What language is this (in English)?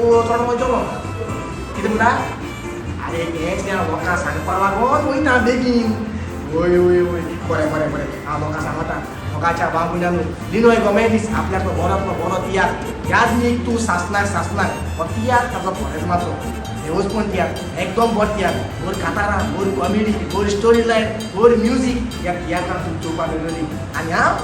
Konkani